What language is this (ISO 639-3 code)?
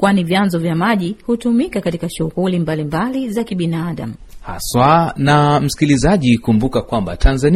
swa